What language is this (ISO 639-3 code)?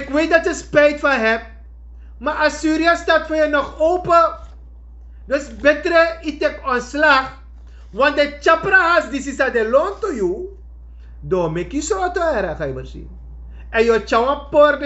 srn